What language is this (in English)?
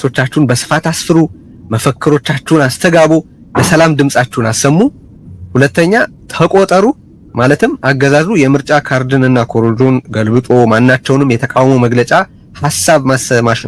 Amharic